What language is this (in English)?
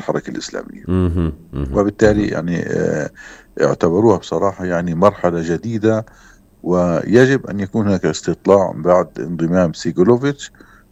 North Levantine Arabic